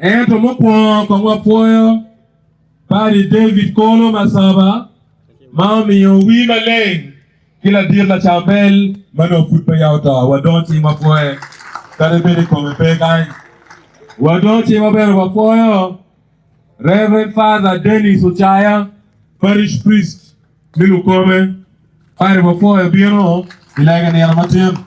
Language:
Acoli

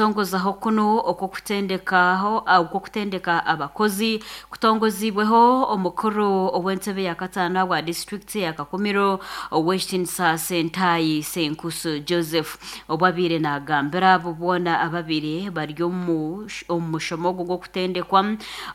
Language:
Nyankole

